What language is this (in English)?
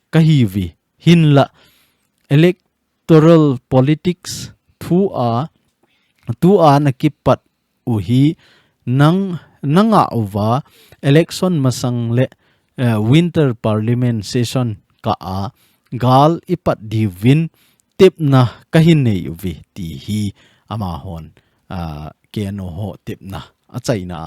Thado Chin